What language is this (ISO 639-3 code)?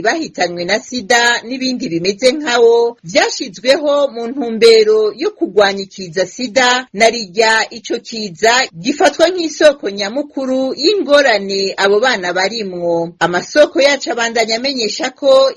run